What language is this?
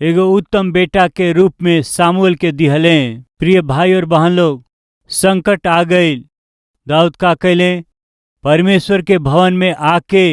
Bhojpuri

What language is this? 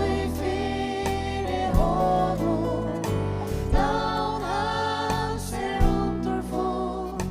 Faroese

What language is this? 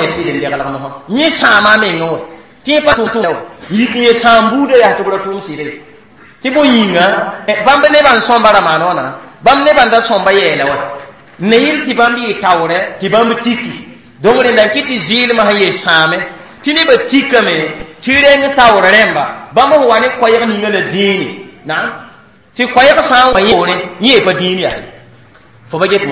Mossi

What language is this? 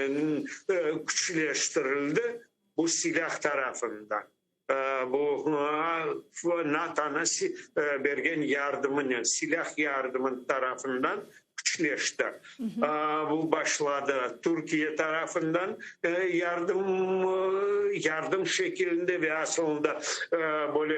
Crimean Tatar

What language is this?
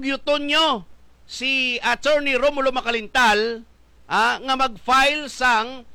Hiligaynon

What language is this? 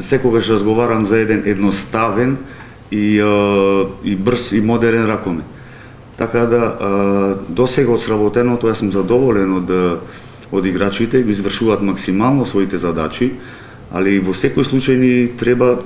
Macedonian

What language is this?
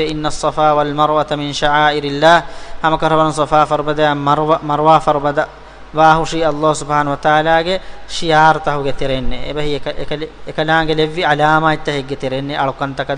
Divehi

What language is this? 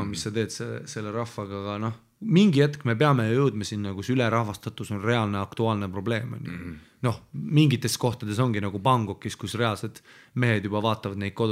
Estonian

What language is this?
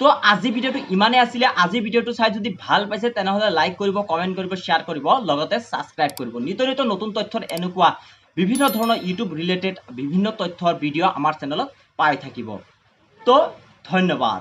Assamese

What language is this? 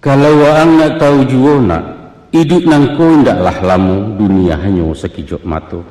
Minangkabau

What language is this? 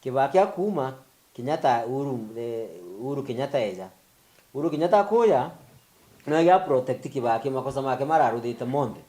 Meru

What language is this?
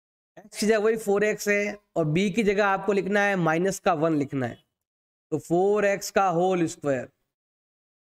Hindi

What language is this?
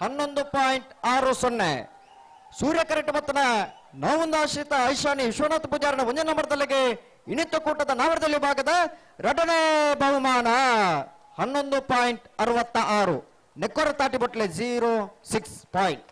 Tulu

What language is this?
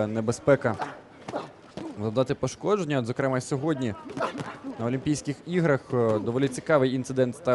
Ukrainian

